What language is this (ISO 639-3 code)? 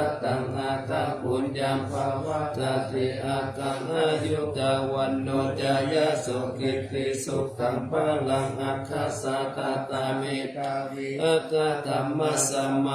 pli